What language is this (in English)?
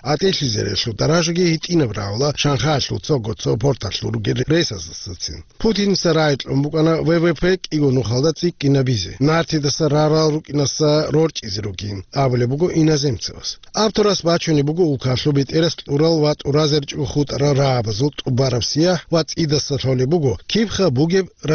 Avaric